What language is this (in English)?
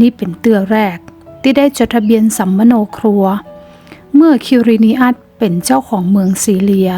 Northern Thai